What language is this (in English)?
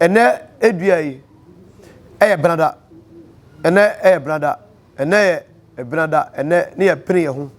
Akan